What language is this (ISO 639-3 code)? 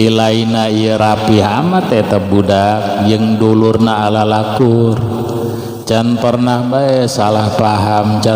sun